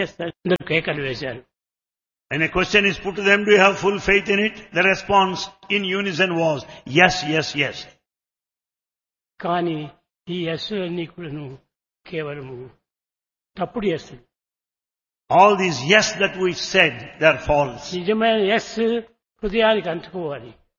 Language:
Telugu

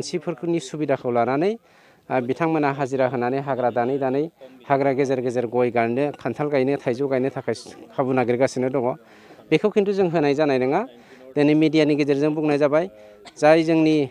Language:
Bodo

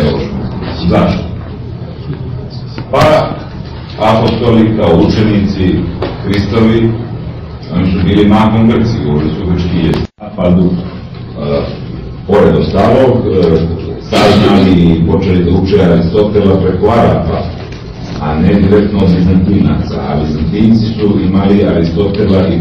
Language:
Serbian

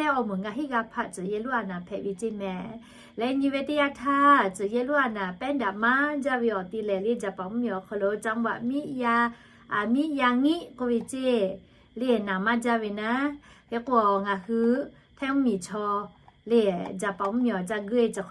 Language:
Lahu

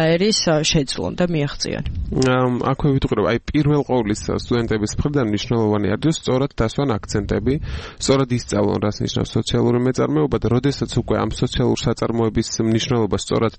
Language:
Georgian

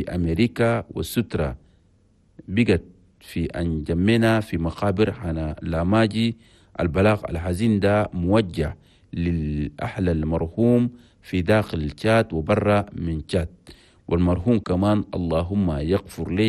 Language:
Chadian Arabic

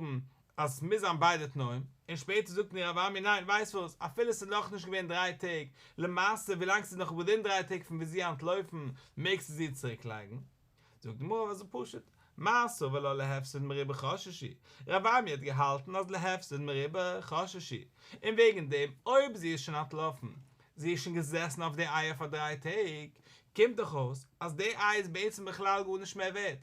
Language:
Yiddish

